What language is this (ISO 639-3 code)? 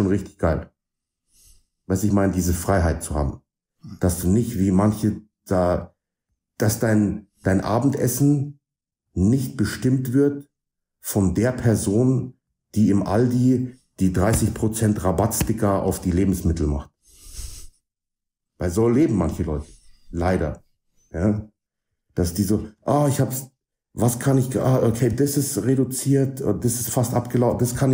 deu